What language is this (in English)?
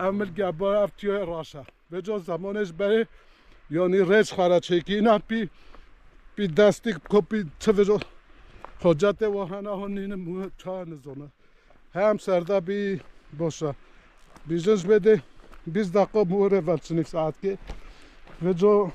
Kurdish